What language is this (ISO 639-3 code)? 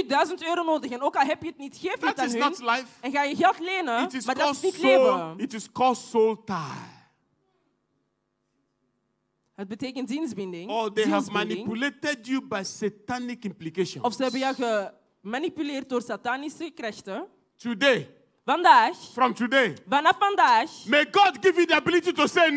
nld